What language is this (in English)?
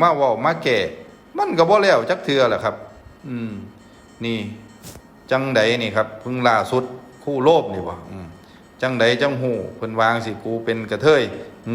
Lao